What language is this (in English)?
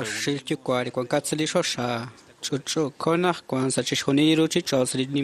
Kekchí